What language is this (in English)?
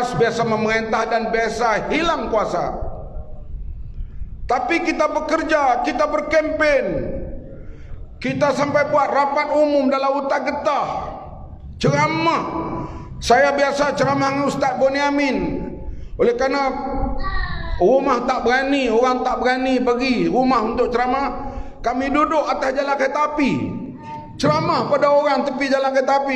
Malay